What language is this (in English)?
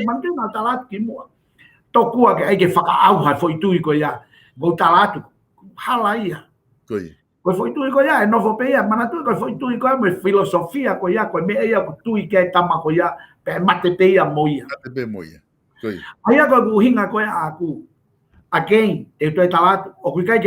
Tongan